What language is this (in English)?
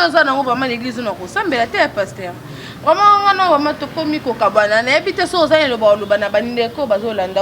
Lingala